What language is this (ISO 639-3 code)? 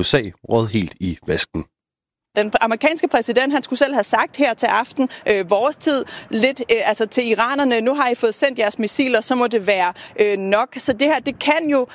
dan